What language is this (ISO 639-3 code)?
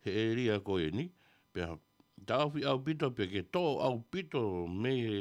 ton